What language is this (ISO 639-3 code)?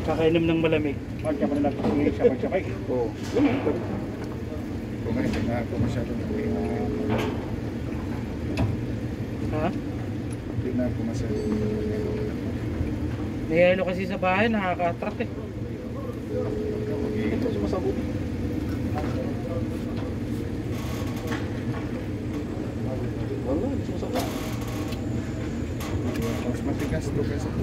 fil